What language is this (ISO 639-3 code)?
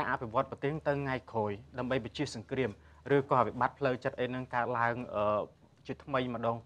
khm